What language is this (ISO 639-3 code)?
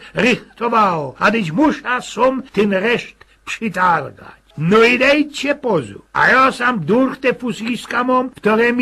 szl